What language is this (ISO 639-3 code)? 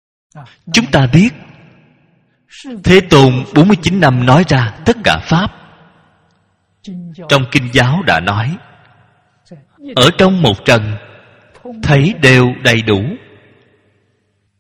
vie